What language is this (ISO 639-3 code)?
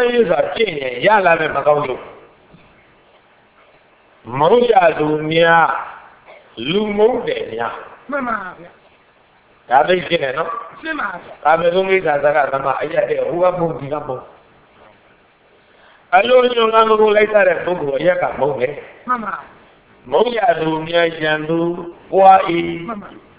mya